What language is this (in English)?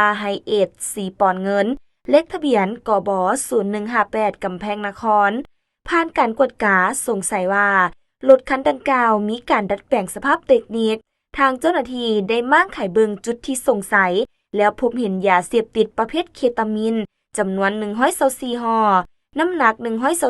Lao